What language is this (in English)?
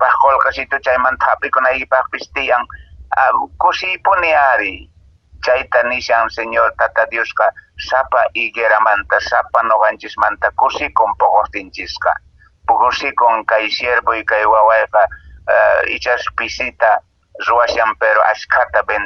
Quechua